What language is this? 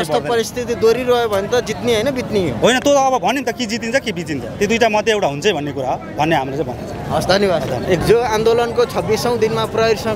Nepali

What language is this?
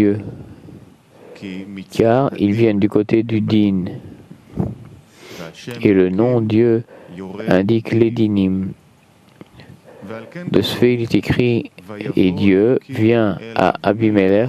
French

